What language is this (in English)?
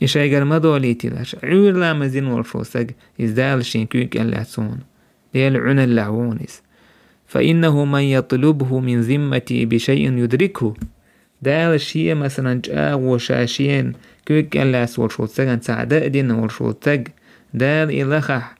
Chechen